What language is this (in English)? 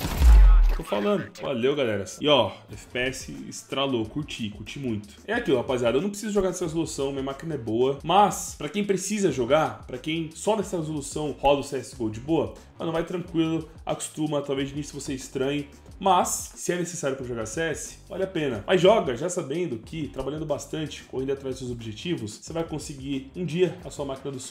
Portuguese